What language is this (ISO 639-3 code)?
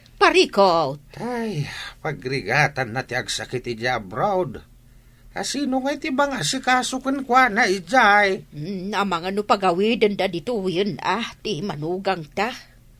ilo